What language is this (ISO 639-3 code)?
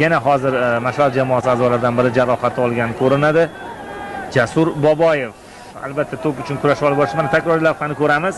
uzb